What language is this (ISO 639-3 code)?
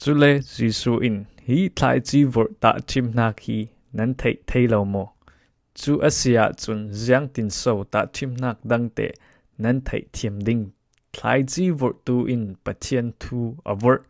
cfm